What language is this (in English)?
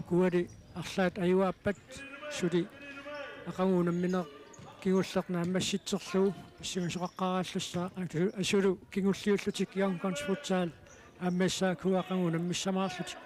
Kalaallisut